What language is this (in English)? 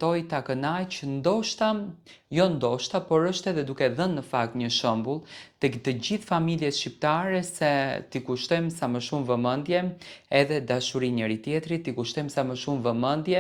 Albanian